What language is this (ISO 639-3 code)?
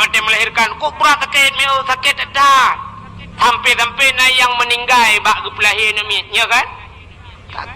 ace